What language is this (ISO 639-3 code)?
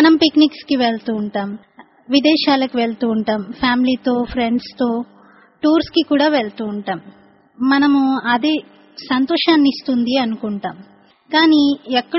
tel